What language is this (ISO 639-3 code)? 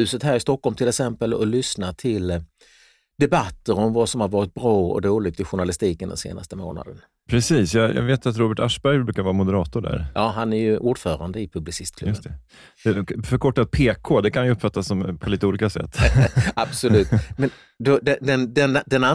swe